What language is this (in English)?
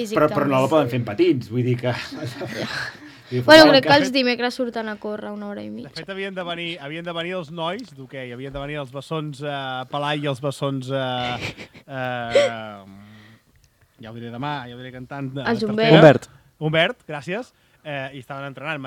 Catalan